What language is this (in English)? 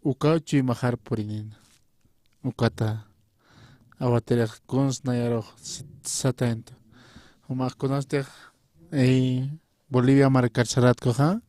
Aymara